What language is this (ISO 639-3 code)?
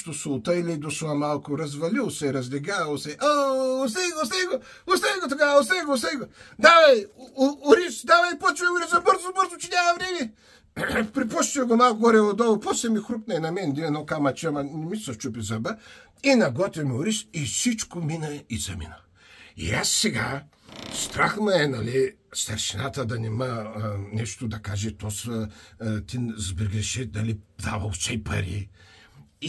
bul